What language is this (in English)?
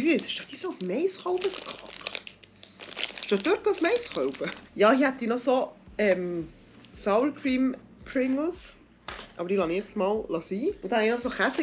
Swiss German